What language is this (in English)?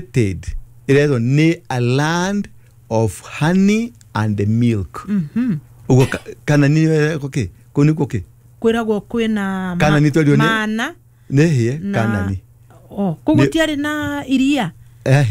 Kikuyu